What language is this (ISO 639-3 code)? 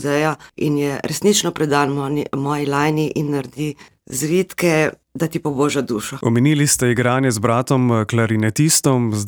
slv